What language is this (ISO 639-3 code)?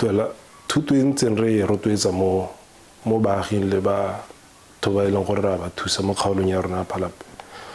tsn